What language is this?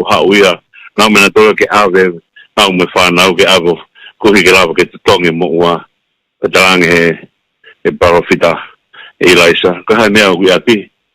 Tongan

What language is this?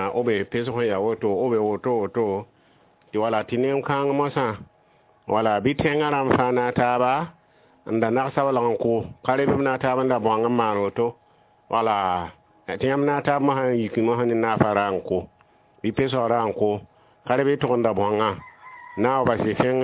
Mossi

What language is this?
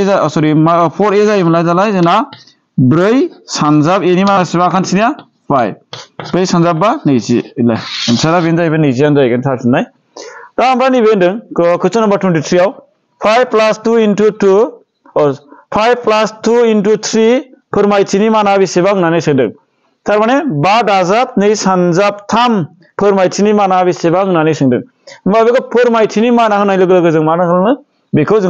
Bodo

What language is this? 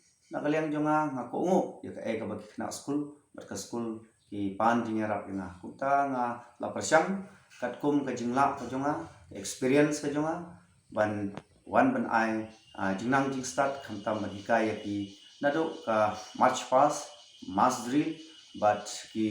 Khasi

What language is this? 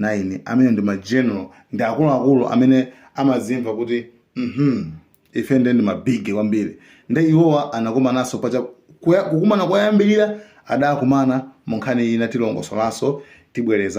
Nyanja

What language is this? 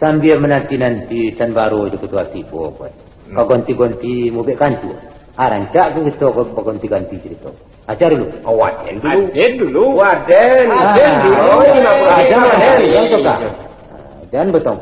Minangkabau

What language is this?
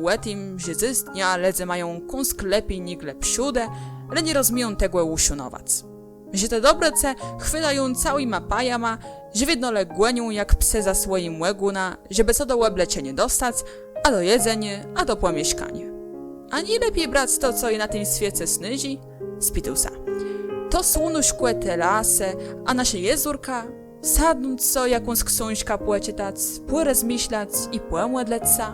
Kashubian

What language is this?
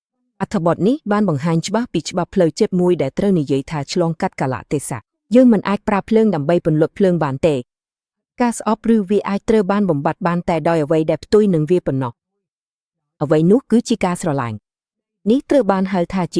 Khmer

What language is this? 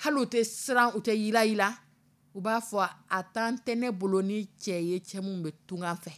Dyula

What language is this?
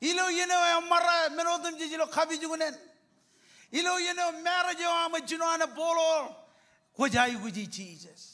Marshallese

